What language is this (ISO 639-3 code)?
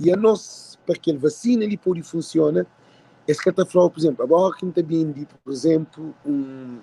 kea